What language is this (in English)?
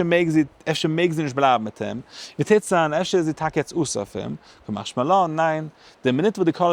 Yiddish